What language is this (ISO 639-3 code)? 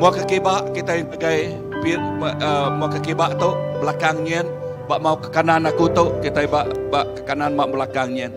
iba